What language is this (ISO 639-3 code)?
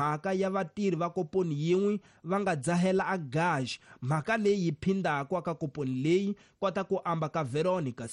tso